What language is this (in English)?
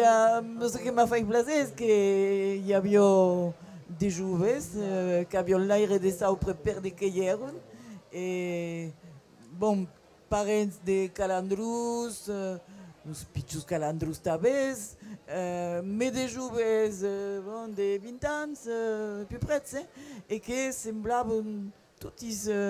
Occitan